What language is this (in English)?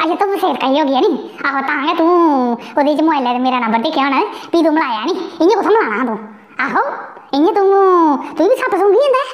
Dogri